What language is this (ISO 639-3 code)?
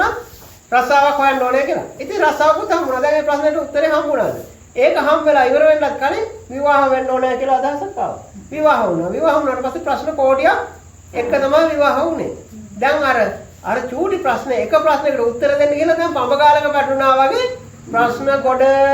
sin